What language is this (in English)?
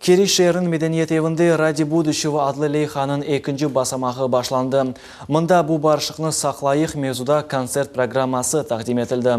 Crimean Tatar